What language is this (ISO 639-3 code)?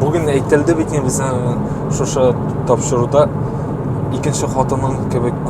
tat